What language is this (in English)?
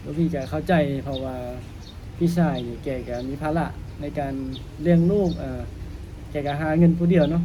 Lao